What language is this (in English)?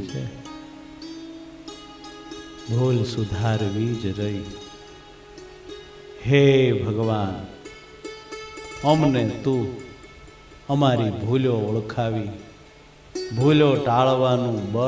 Gujarati